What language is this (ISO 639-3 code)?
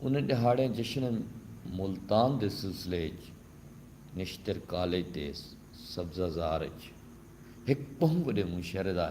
skr